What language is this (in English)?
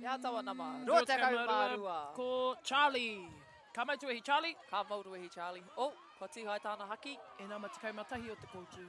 Māori